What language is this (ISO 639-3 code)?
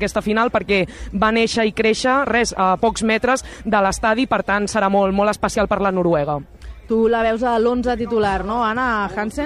cat